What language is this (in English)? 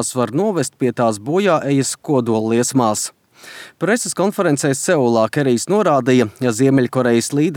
Latvian